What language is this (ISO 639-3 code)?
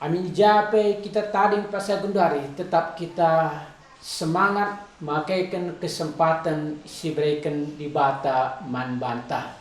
btx